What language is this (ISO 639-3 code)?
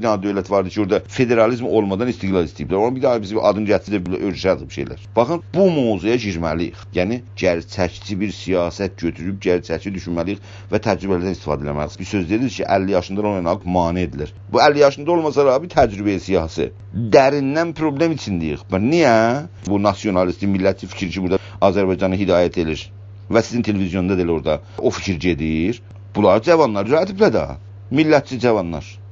azb